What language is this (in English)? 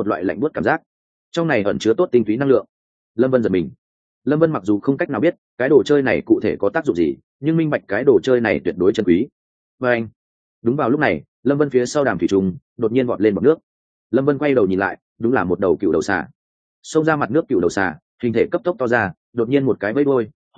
Vietnamese